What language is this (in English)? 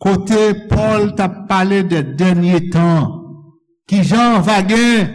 Haitian Creole